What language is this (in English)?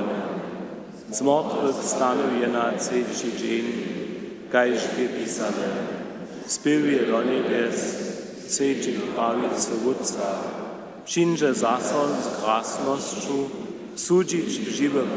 Upper Sorbian